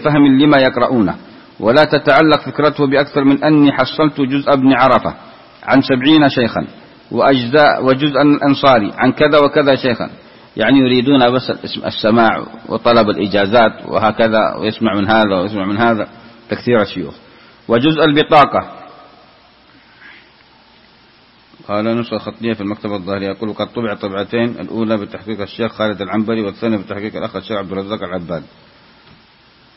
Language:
Arabic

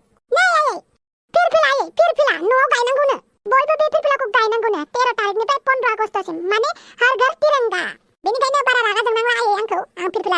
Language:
Bodo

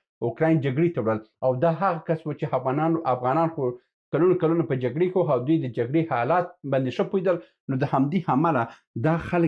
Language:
Pashto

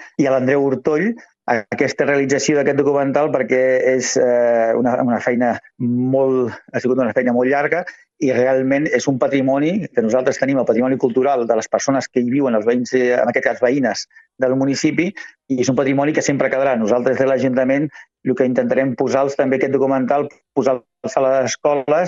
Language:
Catalan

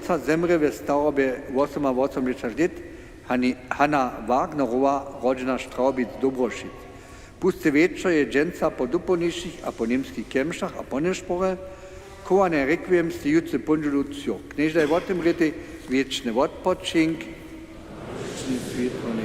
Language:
Upper Sorbian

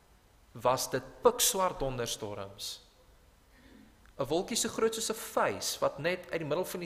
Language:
Afrikaans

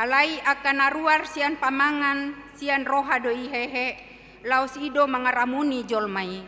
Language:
Batak Toba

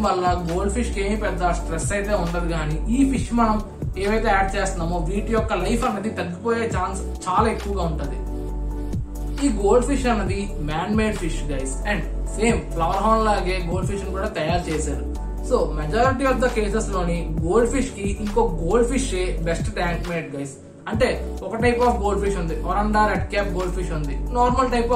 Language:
Telugu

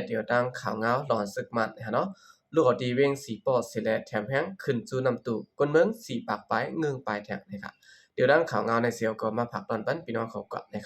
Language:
Shan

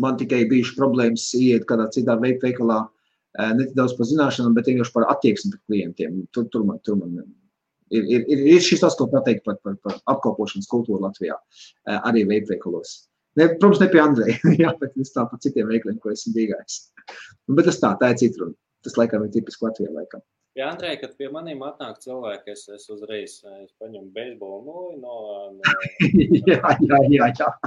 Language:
Latvian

